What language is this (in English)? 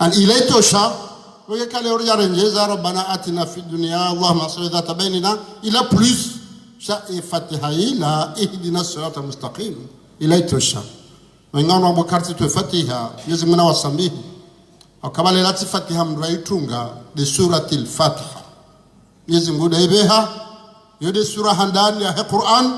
Ngazidja Comorian